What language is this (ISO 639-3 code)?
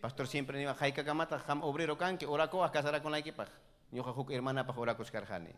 quy